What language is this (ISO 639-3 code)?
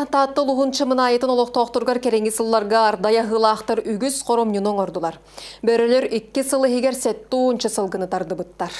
sah